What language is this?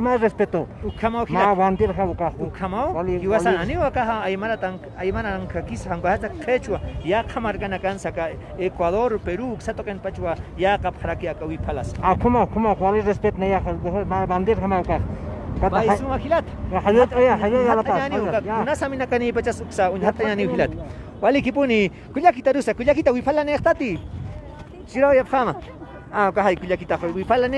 Aymara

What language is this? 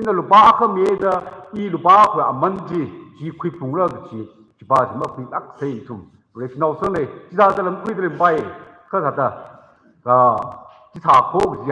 Tangkhul Naga (India)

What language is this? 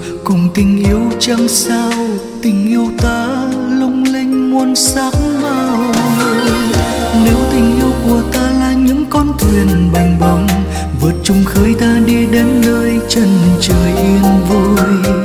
Vietnamese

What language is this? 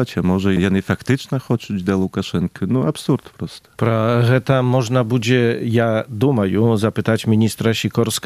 Belarusian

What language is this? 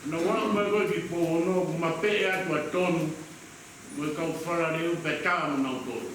Tongan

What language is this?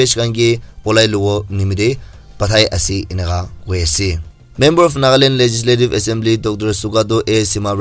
Naga Pidgin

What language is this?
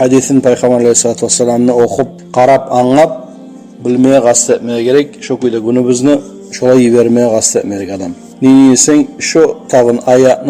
Kumyk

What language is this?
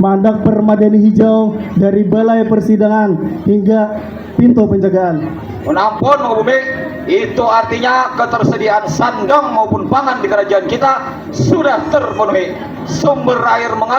Banjar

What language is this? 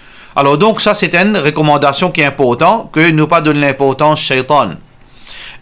Morisyen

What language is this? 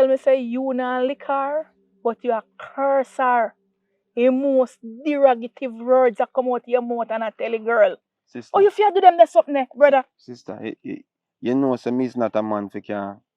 Jamaican Creole English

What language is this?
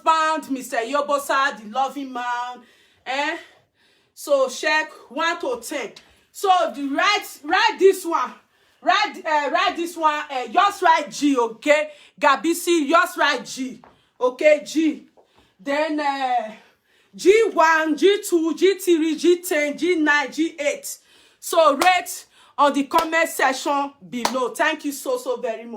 Nigerian Pidgin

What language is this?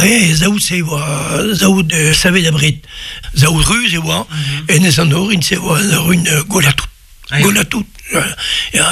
Breton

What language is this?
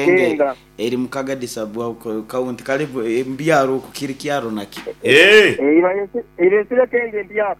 Nyankole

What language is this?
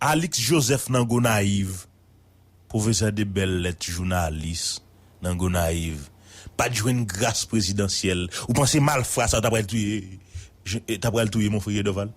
Haitian Creole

